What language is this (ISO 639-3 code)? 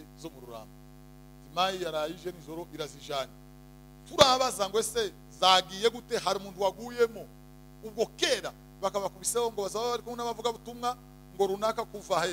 kin